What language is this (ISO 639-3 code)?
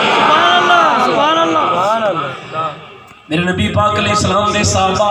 skr